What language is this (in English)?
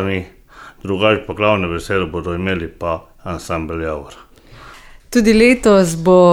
Slovenian